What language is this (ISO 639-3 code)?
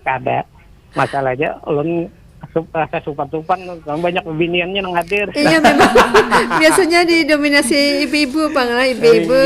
bjn